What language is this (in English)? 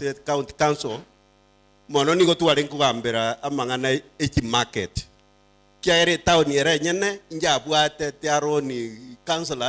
Gusii